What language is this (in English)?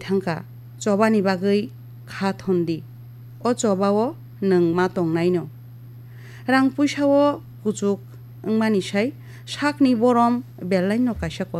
Kok Borok